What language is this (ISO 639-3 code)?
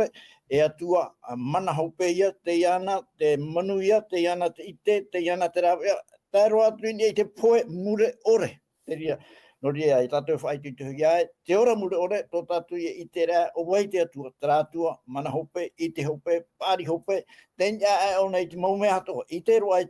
tah